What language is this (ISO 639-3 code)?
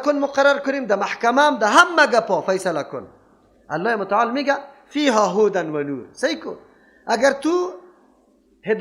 fas